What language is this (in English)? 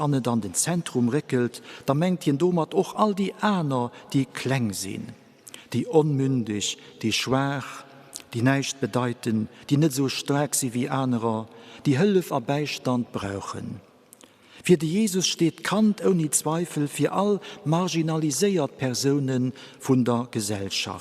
Luxembourgish